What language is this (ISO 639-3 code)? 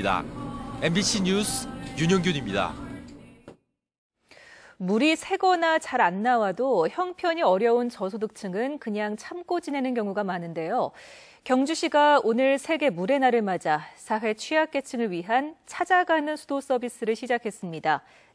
kor